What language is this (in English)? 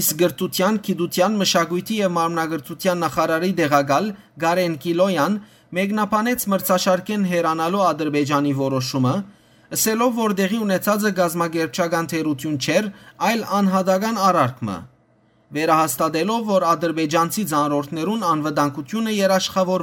Western Armenian